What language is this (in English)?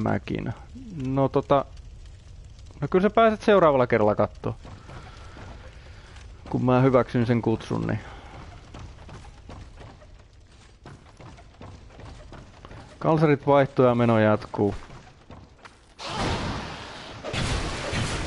Finnish